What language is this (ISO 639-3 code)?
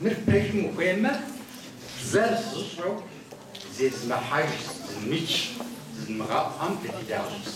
kbd